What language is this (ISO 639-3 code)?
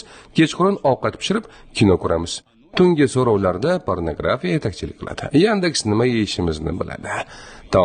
uzb